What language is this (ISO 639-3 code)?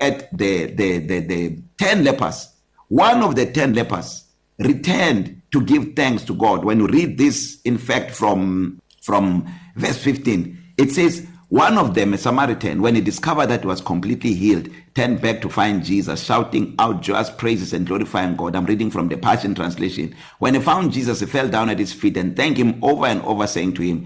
eng